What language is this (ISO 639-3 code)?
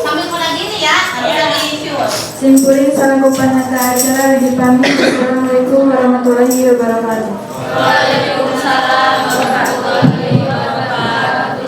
sun